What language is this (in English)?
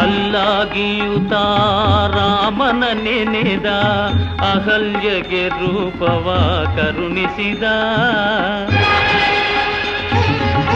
Kannada